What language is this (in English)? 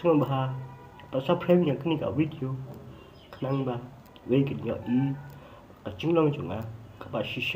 Khasi